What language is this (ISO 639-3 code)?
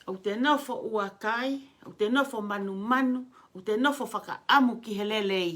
ton